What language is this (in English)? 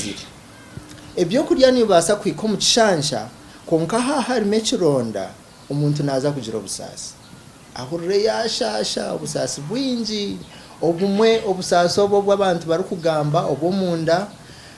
Nyankole